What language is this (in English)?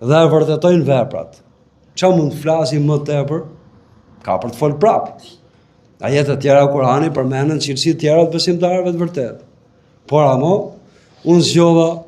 Albanian